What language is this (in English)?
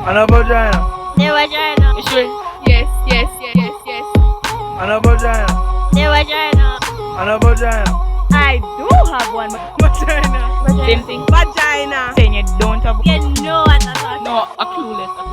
Jamaican Creole English